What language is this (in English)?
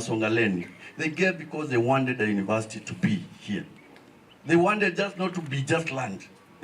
Kamba